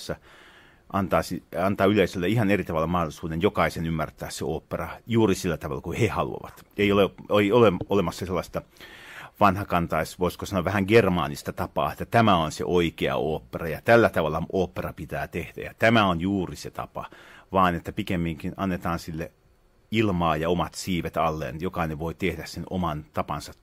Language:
Finnish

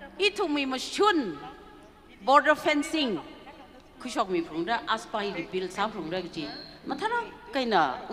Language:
Tangkhul Naga (India)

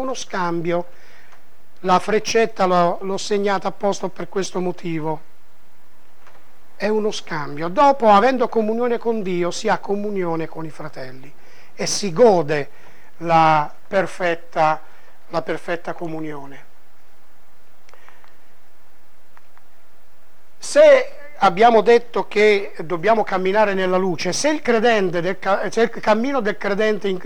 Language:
Italian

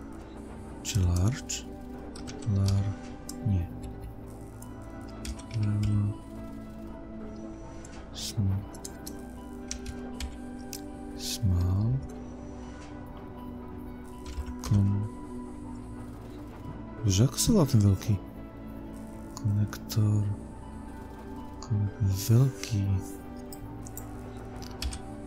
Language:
Slovak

